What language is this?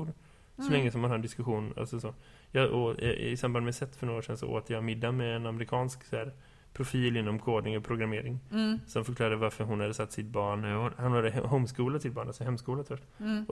Swedish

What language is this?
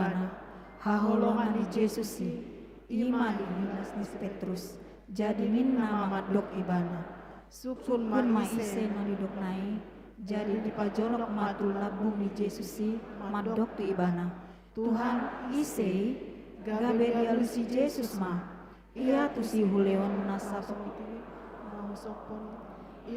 Batak Toba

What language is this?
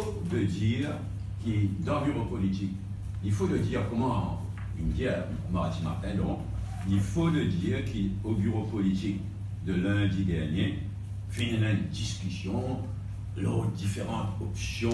Morisyen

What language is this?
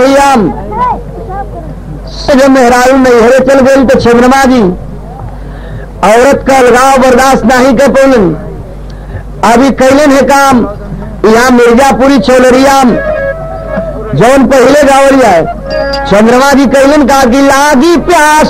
Bhojpuri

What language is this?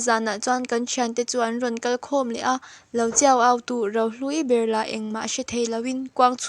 Mizo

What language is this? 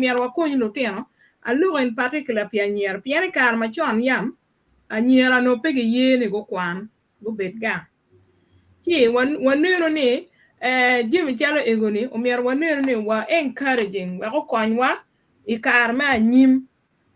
Acoli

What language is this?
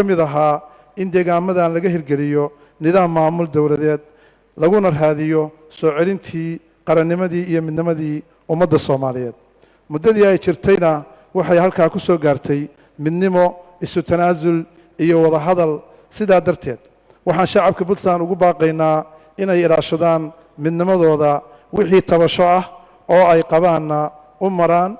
Somali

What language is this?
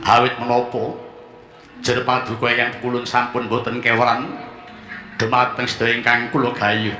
Javanese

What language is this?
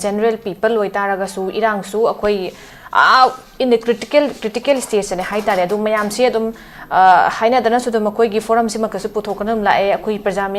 Manipuri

